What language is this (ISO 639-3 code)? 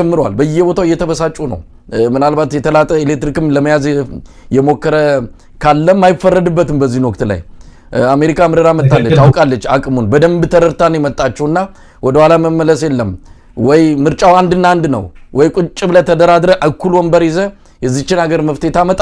amh